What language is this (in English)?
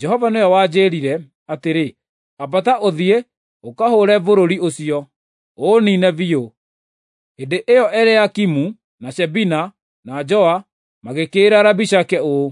Kikuyu